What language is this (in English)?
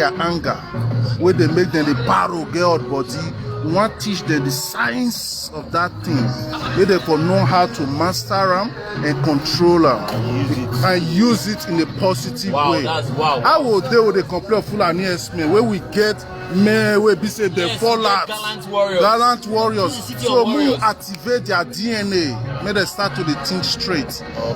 Nigerian Pidgin